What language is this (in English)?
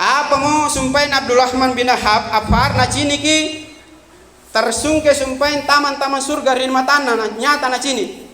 Makasar